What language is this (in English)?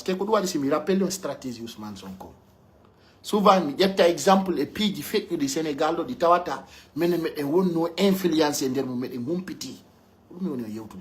Pular